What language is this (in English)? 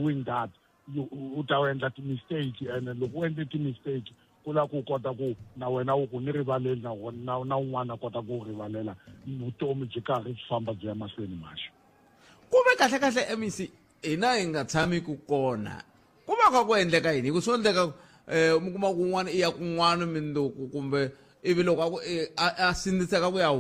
Tsonga